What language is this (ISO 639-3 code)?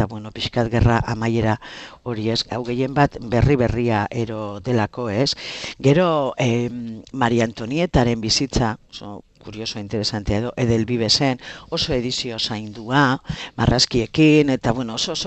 eus